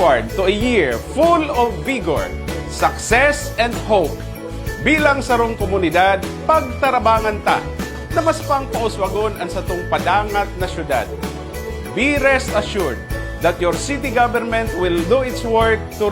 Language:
Bikol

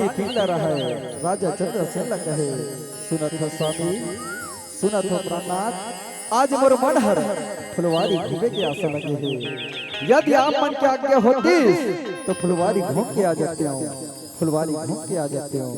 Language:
Chhattisgarhi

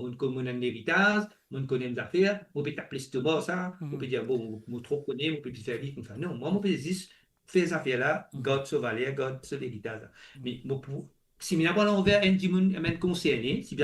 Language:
Morisyen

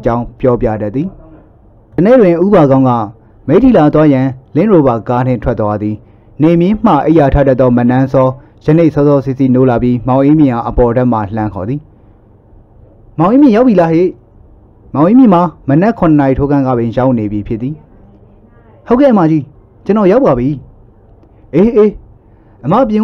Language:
Burmese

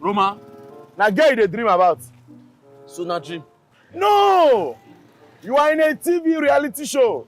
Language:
Nigerian Pidgin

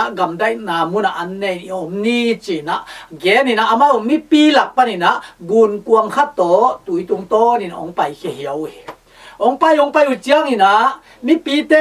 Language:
Tedim Chin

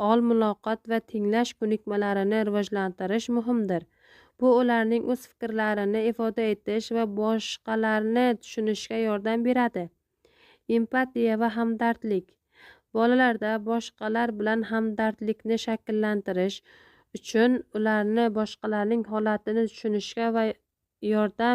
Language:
Uzbek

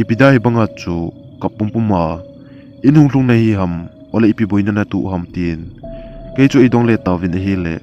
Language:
Thado Chin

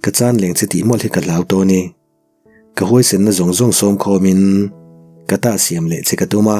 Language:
Mizo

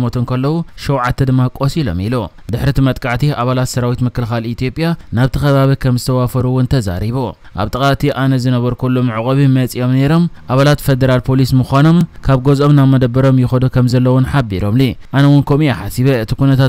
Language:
Tigrinya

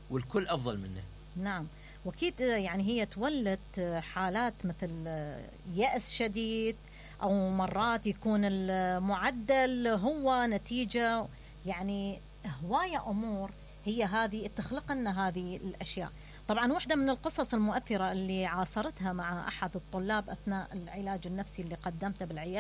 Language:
Mesopotamian Arabic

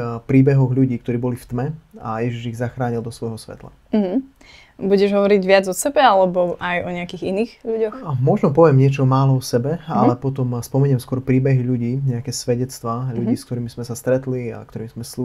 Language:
Slovak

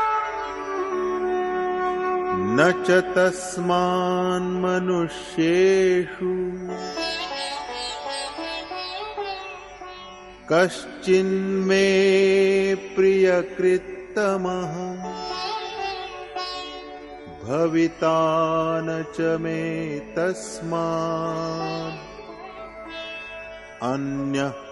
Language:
Tamil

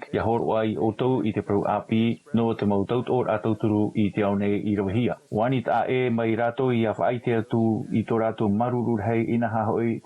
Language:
Tahitian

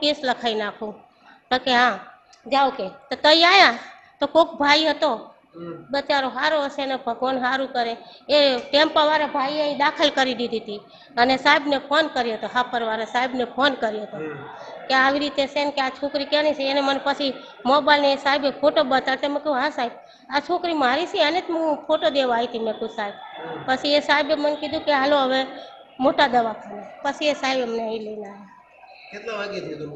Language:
Gujarati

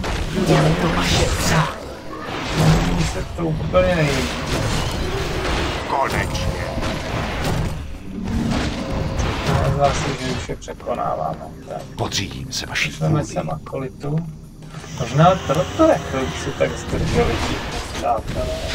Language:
Czech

